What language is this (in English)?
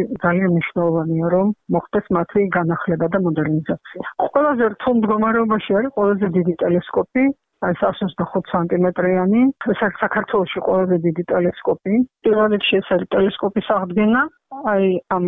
Georgian